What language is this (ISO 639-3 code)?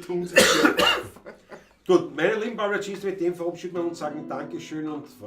bar